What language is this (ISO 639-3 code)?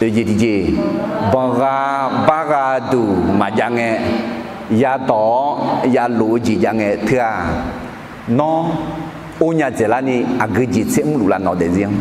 ahk